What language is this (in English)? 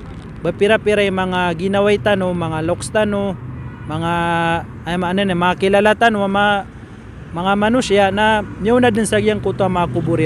Maranao